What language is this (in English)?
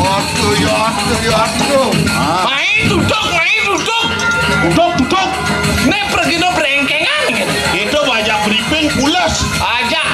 Balinese